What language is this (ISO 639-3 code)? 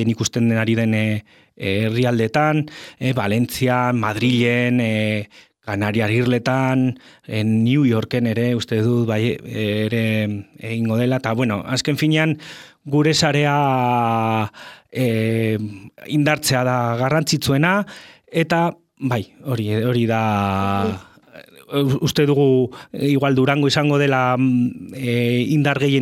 eus